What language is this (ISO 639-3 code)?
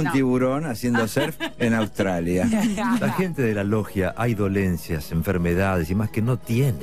spa